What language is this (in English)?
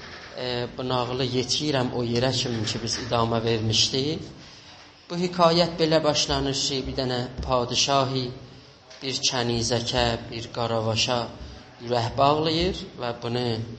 South Azerbaijani